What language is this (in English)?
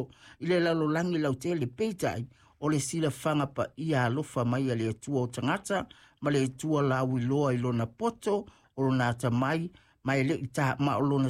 Samoan